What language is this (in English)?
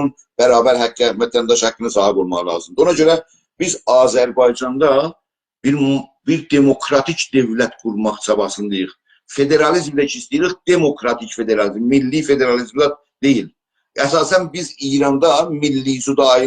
South Azerbaijani